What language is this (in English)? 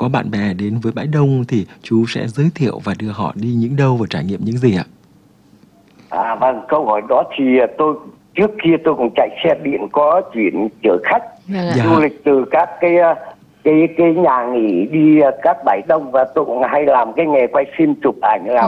Vietnamese